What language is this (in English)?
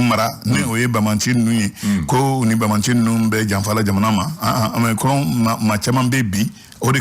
Bambara